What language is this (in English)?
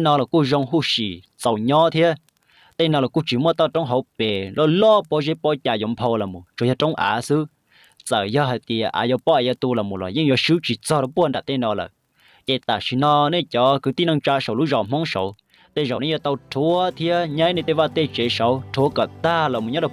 Hmong